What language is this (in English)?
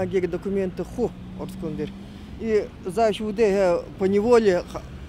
Buriat